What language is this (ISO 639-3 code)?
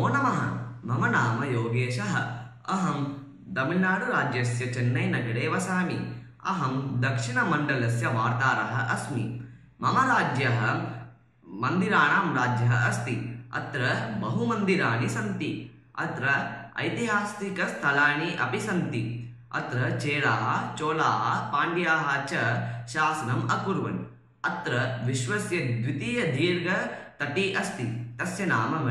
san